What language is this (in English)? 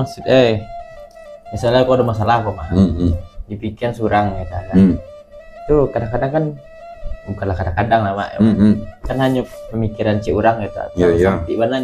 Minangkabau